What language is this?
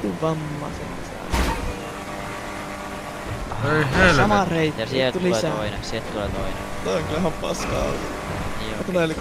Finnish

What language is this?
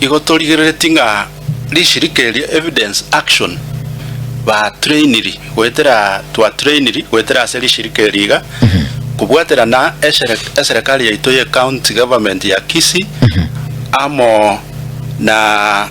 Gusii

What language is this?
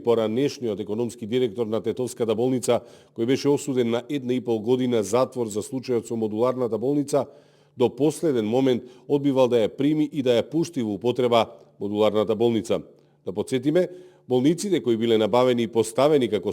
Macedonian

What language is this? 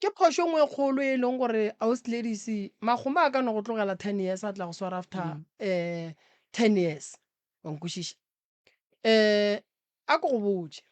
Northern Sotho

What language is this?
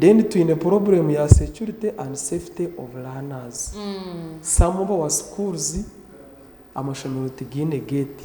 Nyankole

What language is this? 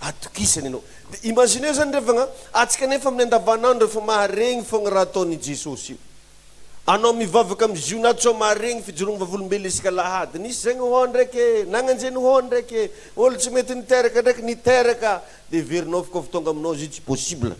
Malagasy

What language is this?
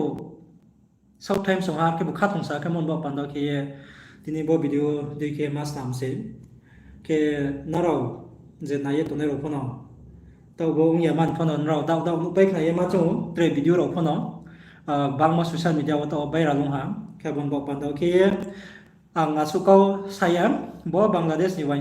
Riang (India)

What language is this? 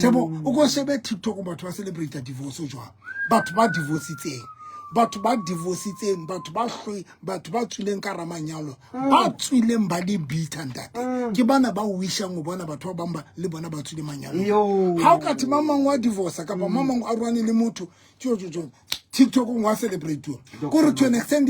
Southern Sotho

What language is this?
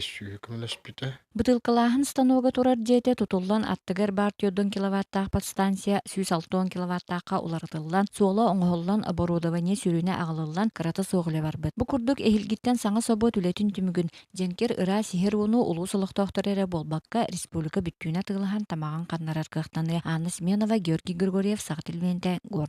Yakut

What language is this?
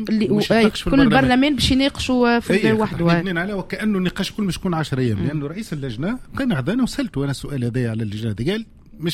Tunisian Arabic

